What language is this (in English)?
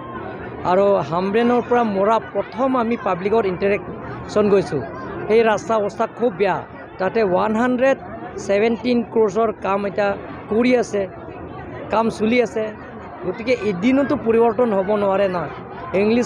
Karbi